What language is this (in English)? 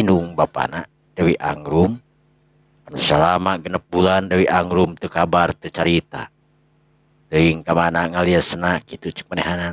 Sundanese